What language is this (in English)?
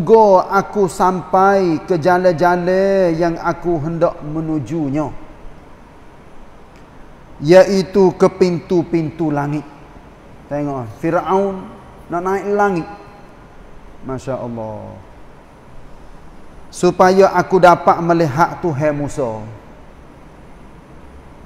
Malay